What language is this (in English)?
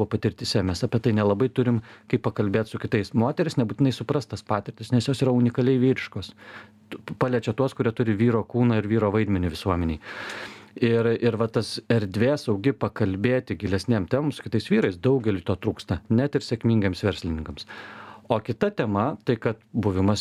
Lithuanian